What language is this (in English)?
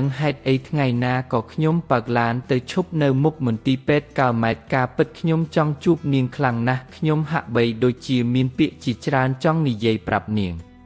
Khmer